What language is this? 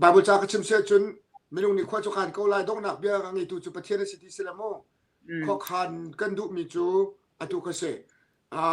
Hakha Chin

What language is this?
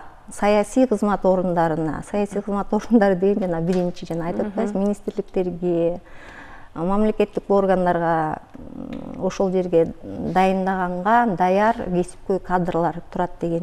Kyrgyz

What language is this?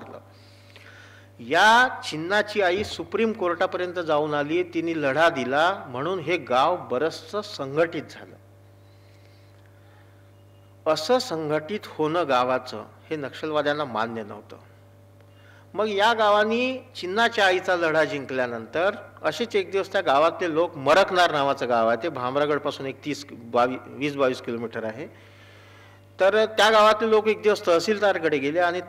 Marathi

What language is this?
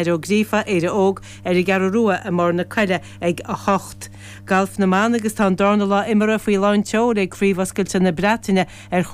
Irish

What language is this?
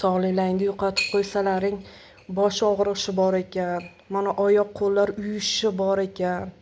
Uzbek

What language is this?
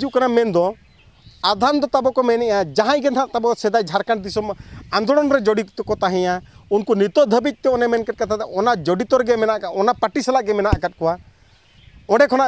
Santali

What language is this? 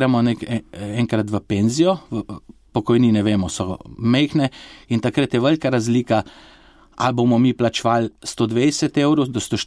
Slovenian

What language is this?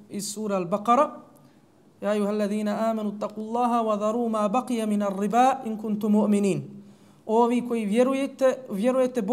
Bosnian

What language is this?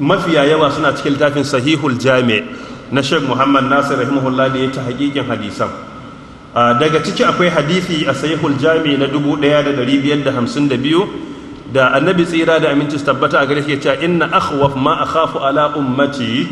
Hausa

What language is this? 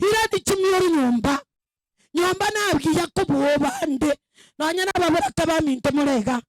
Gusii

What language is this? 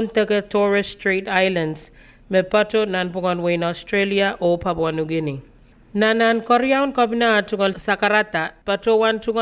Pohnpeian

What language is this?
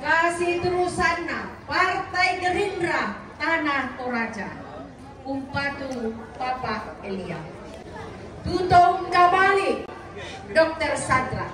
Toraja-Sa'dan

